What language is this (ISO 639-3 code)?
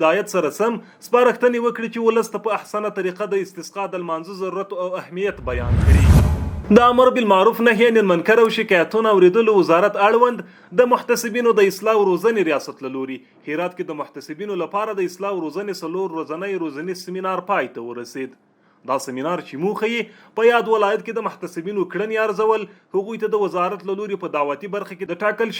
pus